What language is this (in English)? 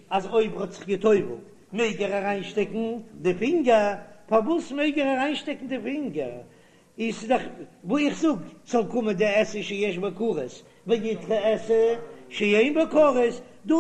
Yiddish